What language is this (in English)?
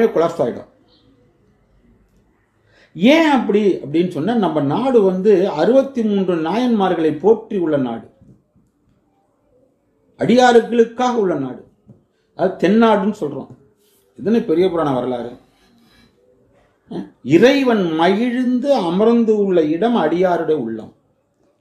Tamil